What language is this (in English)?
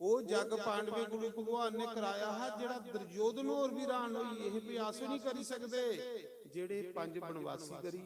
Dogri